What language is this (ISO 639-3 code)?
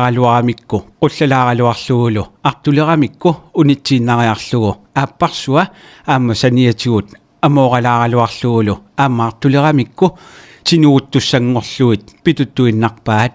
kal